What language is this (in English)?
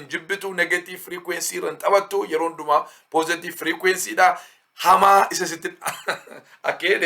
Oromo